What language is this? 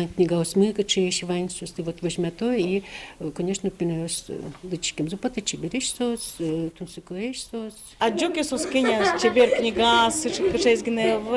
Udmurt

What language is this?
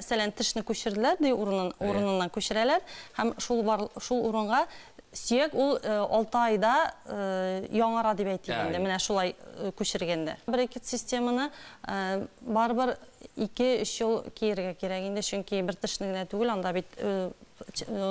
Tatar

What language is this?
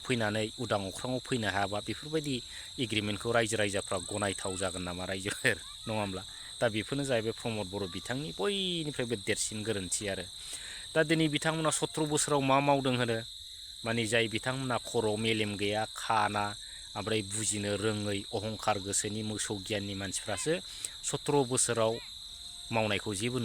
Bodo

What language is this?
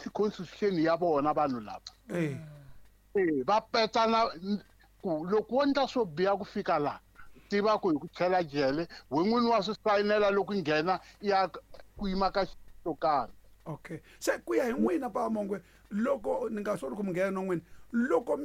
Tsonga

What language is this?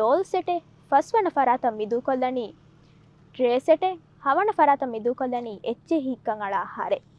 Divehi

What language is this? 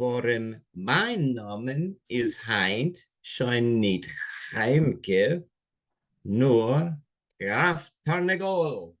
Yiddish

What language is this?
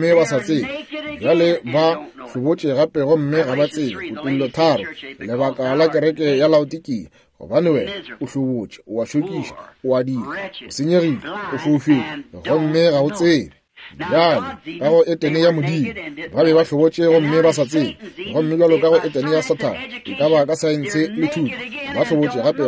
Northern Sotho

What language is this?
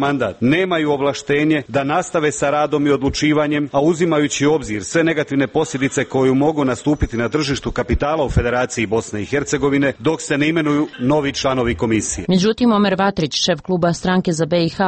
Bosnian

